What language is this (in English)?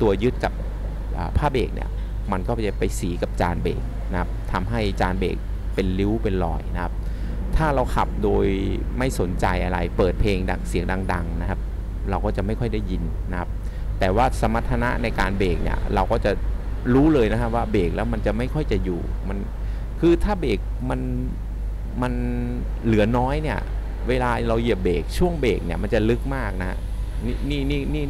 Thai